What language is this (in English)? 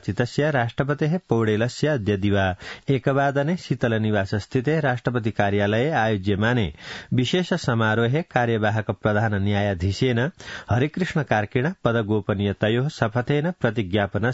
Sanskrit